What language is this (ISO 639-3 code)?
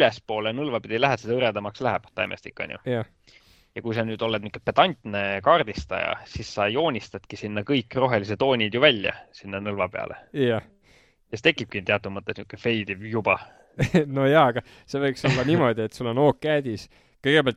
est